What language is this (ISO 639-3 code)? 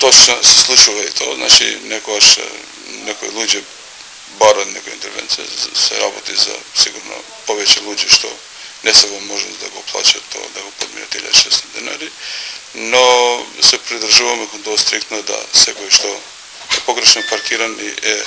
mkd